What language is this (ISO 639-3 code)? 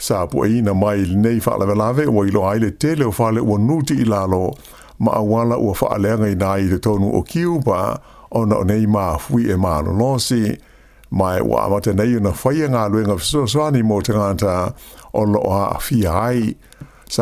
smo